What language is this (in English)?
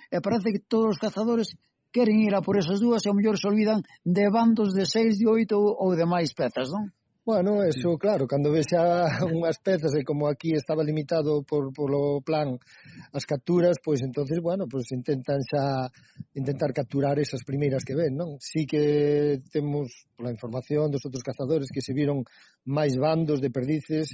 Galician